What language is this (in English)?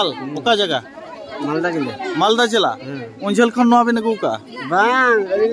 Santali